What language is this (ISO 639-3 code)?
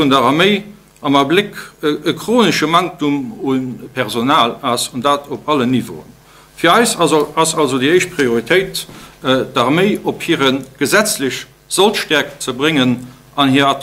ltz